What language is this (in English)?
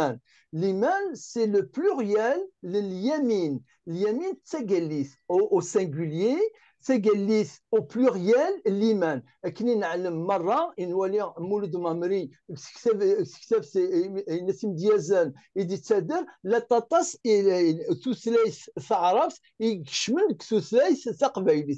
Kabyle